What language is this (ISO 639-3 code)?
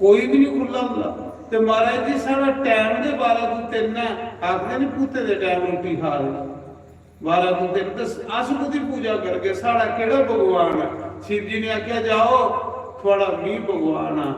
doi